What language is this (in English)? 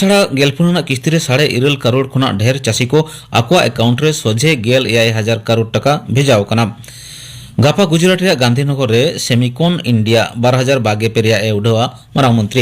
Santali